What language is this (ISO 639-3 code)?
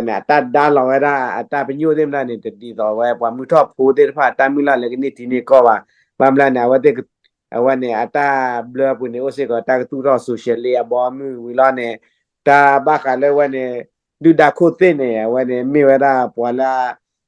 ksw